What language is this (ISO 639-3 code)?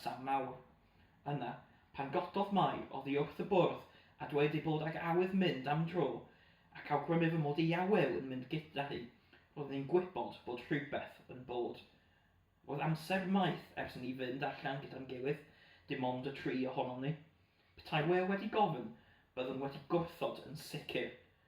cym